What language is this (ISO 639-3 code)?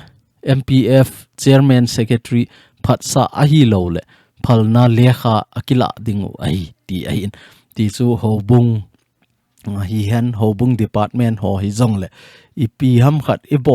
tcz